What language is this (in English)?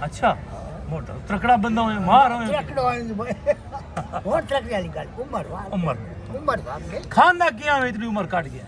Saraiki